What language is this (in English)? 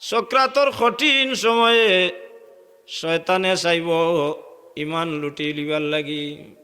Sylheti